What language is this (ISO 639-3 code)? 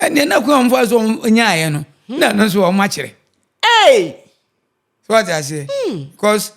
aka